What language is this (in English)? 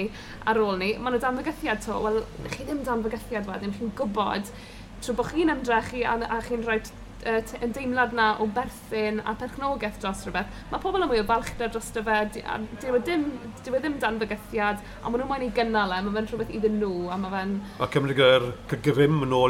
Welsh